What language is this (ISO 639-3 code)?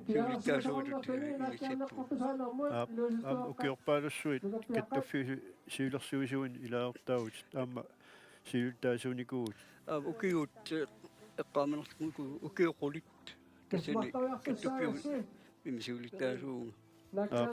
kal